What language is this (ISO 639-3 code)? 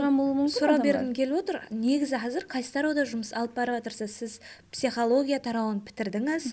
kaa